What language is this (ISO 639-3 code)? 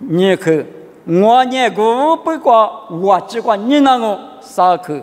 lis